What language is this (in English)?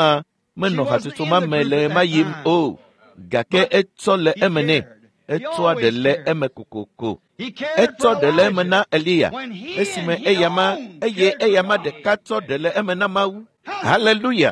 Ewe